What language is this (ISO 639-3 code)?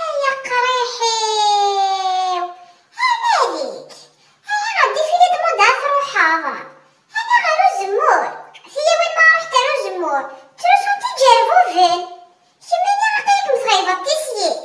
kab